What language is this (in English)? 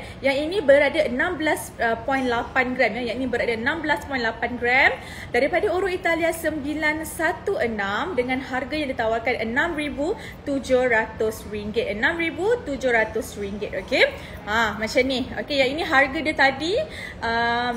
Malay